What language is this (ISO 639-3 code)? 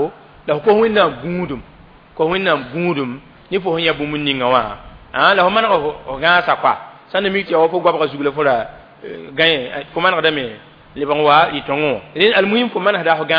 mos